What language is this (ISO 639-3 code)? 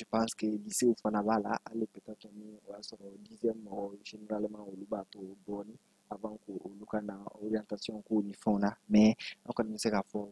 bam